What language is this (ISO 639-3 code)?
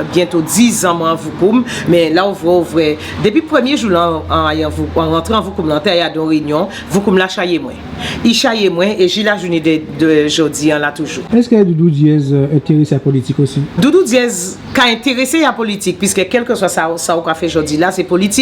gcf